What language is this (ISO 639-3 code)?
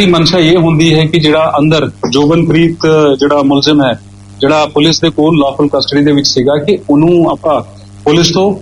pan